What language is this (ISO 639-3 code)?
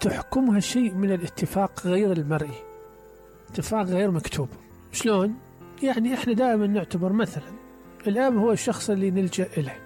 acm